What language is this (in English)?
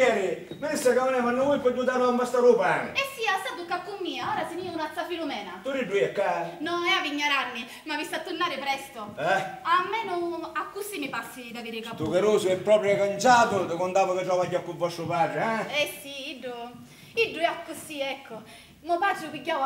Sicilian